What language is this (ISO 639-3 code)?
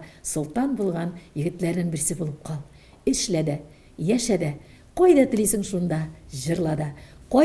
tat